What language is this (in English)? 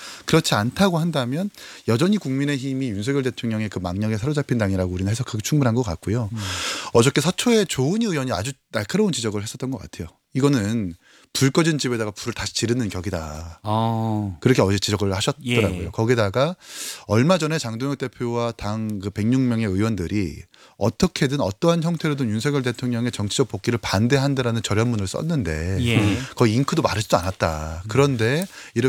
Korean